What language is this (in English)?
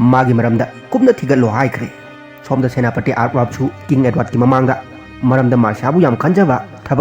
Manipuri